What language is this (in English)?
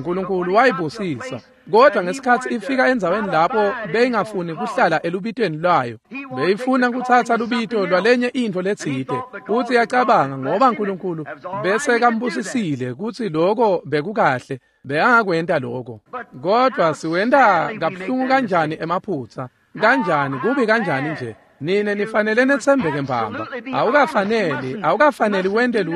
Swati